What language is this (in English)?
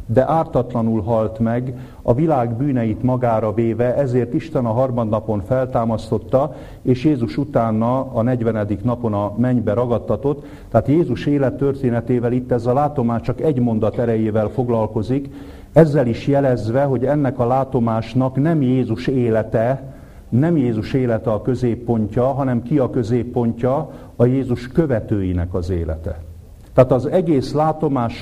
Hungarian